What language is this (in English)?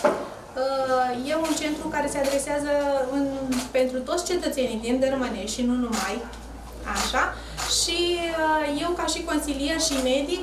Romanian